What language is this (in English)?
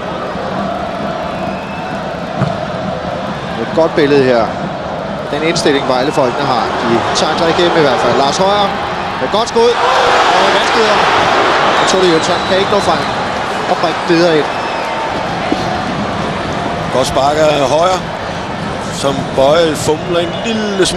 Danish